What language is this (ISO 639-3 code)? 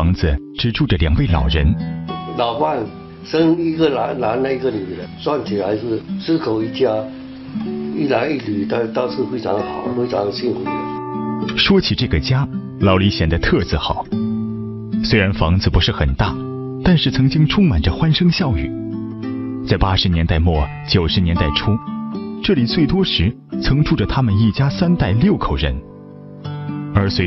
zho